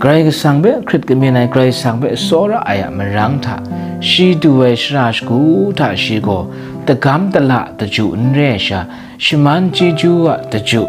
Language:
Kachin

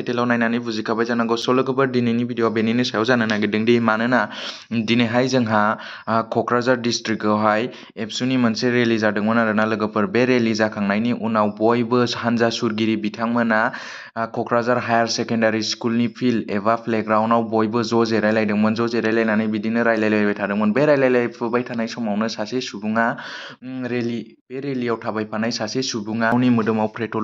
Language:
Bodo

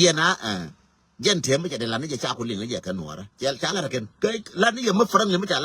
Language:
Nuer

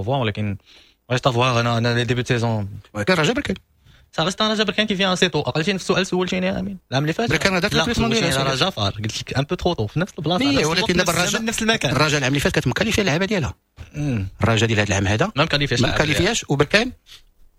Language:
Moroccan Arabic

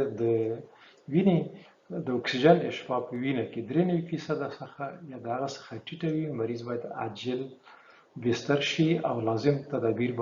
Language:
Pashto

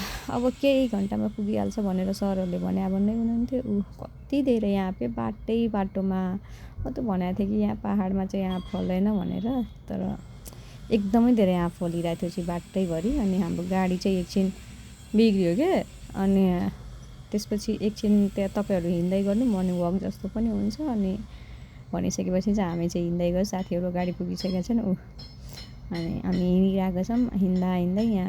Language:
Nepali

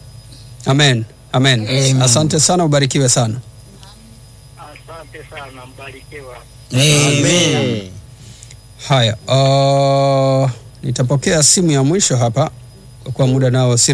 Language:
Swahili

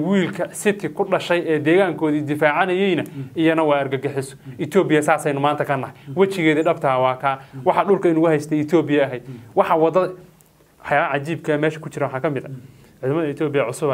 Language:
Somali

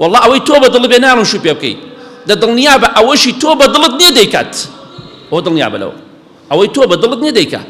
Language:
Central Kurdish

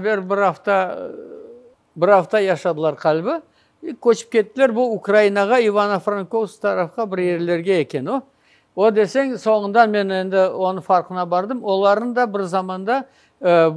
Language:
Crimean Tatar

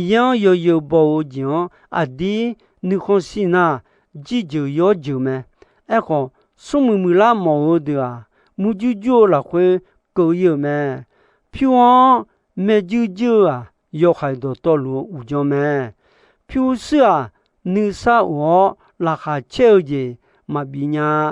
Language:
Akha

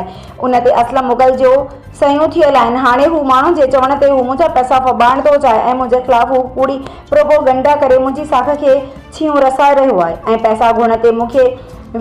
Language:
Sindhi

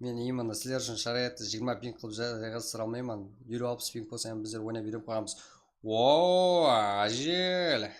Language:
Kara-Kalpak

